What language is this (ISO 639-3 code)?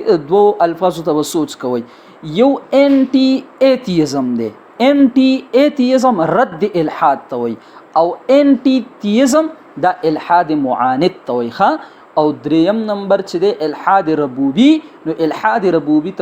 pus